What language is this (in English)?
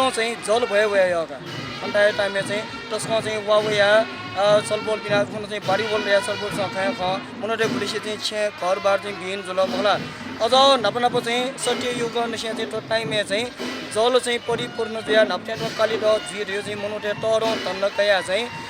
Newari